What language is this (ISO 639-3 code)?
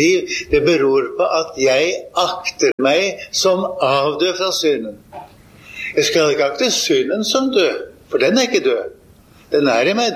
nor